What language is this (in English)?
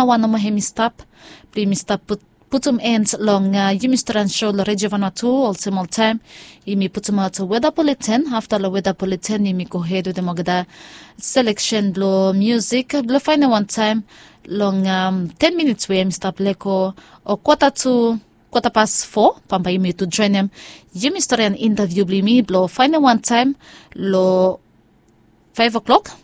Bislama